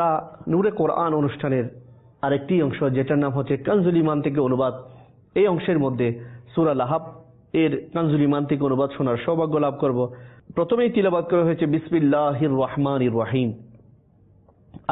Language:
Bangla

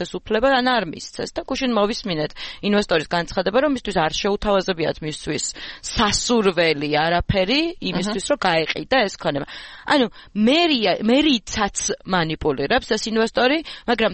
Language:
Georgian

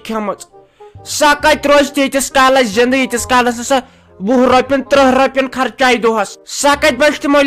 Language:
Kashmiri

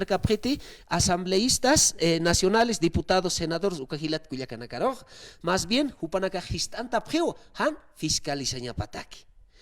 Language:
Aymara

